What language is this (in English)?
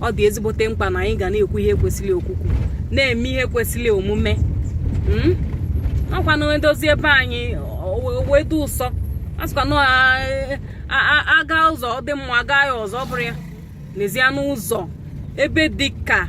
Igbo